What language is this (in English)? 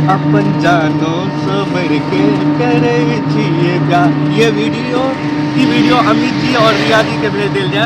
Maithili